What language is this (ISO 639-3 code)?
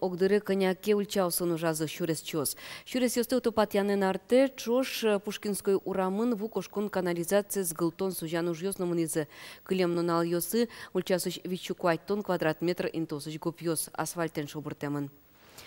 udm